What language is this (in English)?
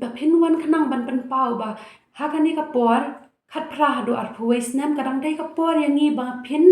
Khasi